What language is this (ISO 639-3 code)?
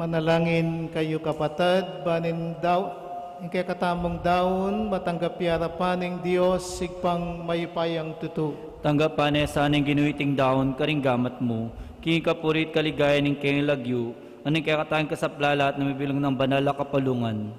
pam